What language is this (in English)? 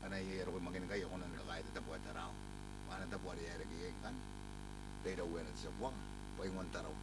Gilbertese